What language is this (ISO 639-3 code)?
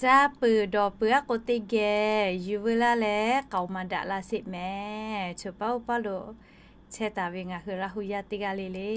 lhu